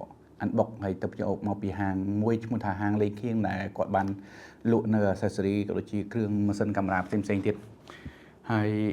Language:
Khmer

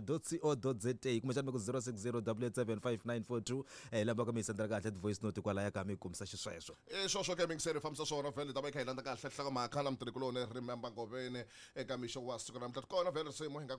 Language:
Tsonga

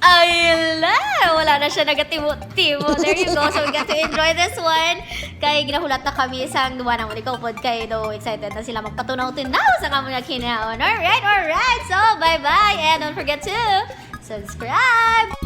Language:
Hiligaynon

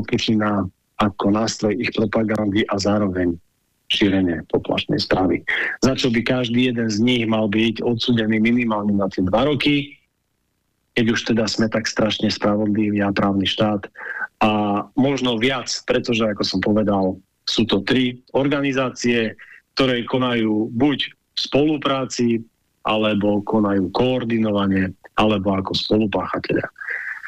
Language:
Slovak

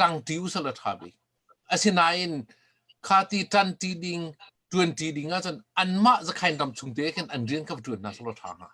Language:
Hakha Chin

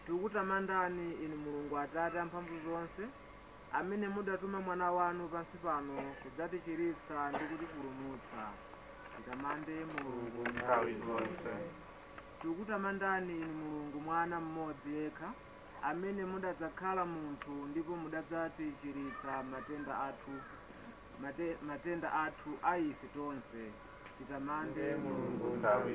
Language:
Nyanja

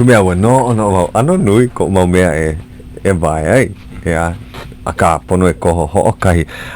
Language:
Hawaiian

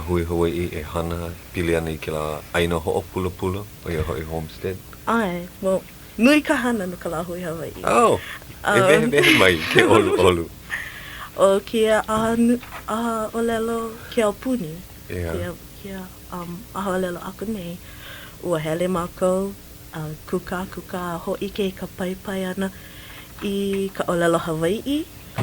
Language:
Hawaiian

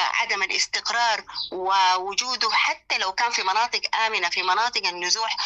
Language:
Sudanese Arabic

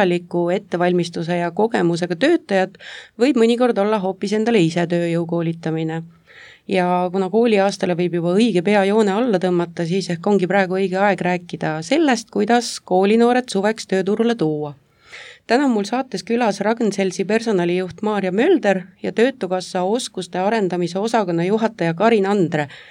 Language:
Estonian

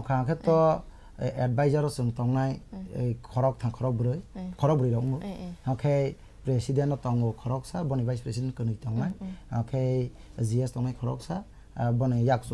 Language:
Kok Borok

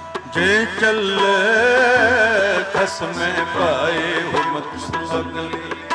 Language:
Punjabi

